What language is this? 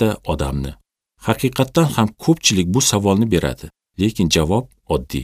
Uzbek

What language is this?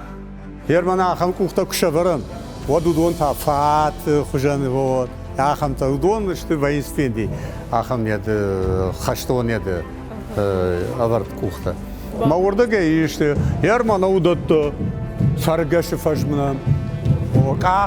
Ossetic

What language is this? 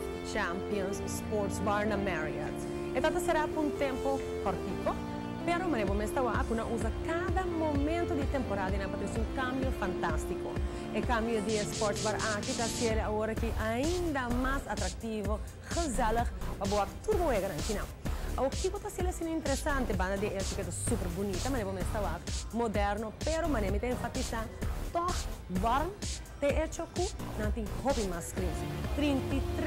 Papiamento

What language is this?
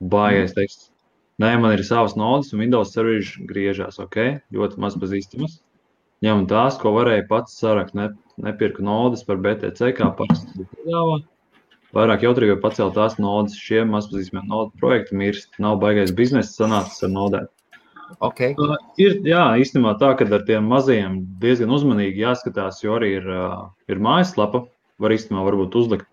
Latvian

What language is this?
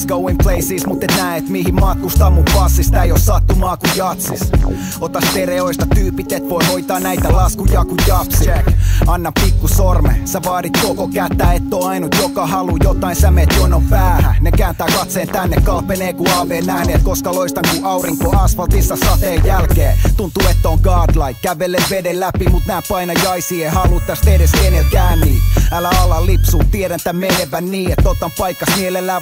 Finnish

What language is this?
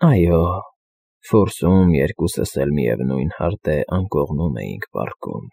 Armenian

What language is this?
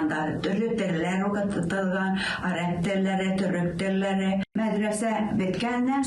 Tatar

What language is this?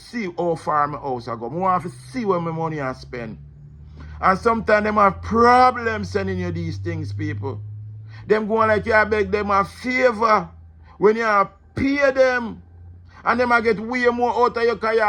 Jamaican Creole English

